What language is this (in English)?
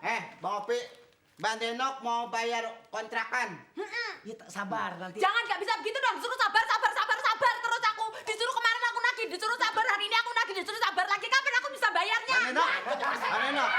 Betawi